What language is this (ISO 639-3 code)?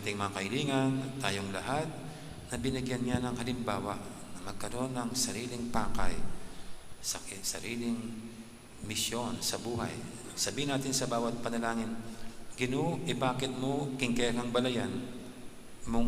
pam